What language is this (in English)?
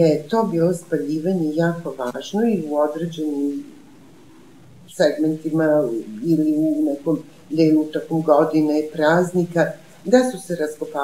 Serbian